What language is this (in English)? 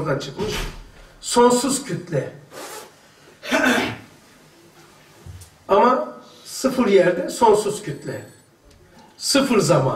Turkish